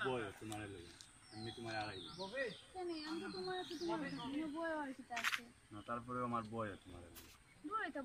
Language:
Sylheti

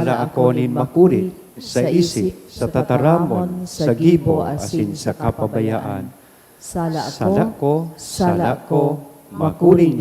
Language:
Bikol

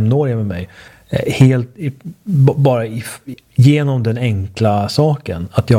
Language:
Swedish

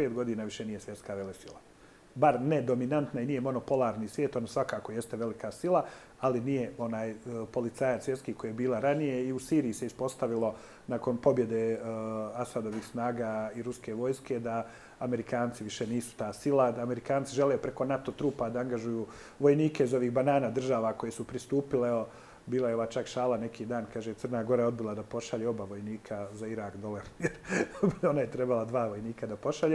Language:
Bosnian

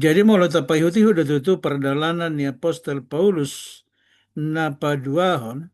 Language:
Batak Toba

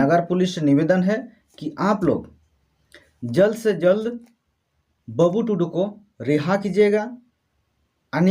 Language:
Santali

